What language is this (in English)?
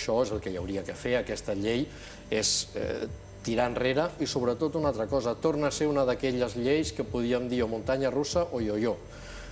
Catalan